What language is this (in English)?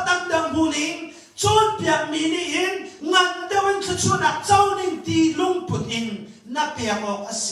Hakha Chin